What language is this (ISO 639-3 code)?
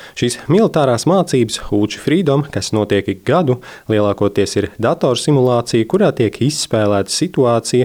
lav